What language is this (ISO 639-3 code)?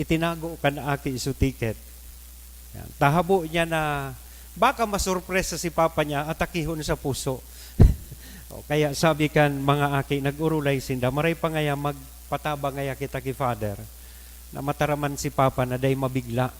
bik